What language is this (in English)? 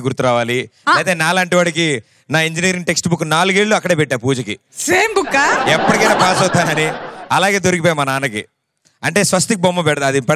Telugu